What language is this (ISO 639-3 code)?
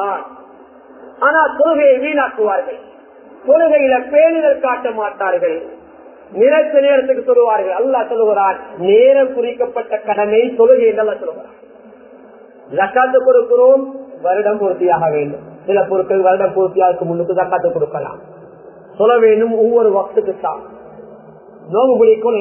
tam